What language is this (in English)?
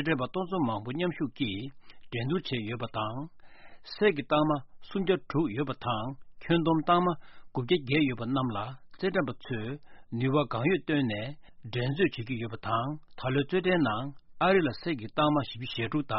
Tibetan